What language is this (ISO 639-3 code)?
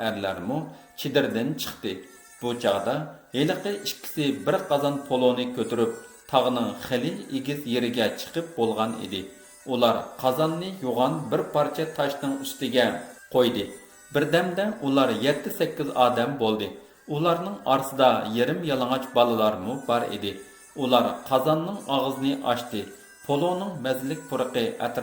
uig